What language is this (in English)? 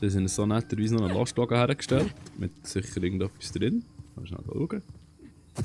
Swiss German